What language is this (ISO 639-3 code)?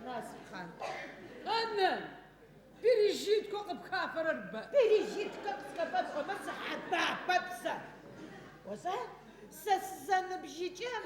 ady